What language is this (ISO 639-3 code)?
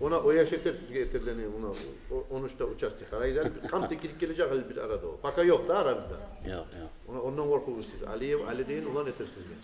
kum